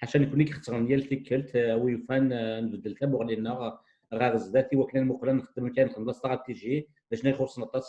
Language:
Kabyle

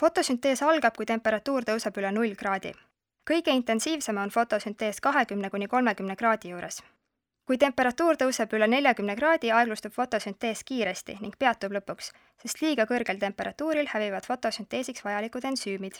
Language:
Estonian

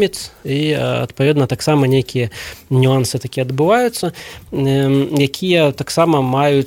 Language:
Belarusian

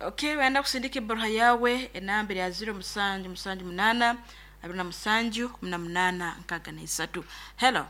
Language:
Nyankole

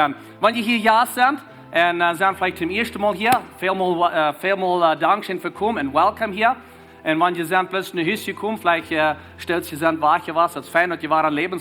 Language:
Plautdietsch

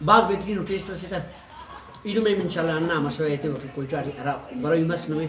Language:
Brahui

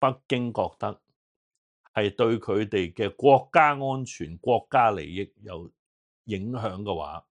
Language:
Cantonese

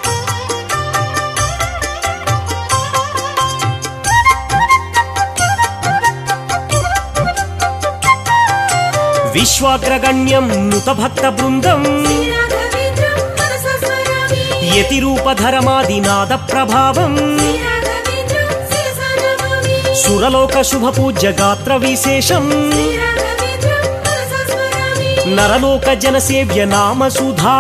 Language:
Telugu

